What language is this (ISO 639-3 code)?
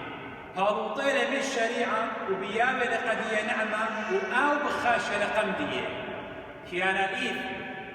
aii